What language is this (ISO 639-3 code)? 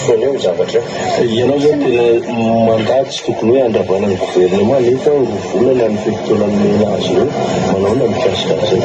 mlg